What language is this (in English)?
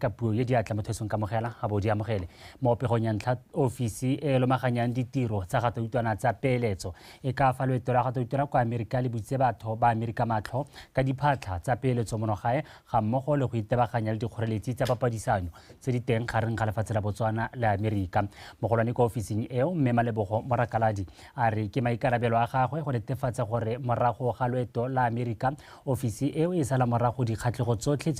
Tswana